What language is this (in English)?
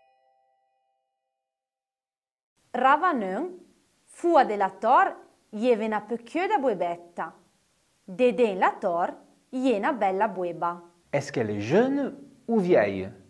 Arpitan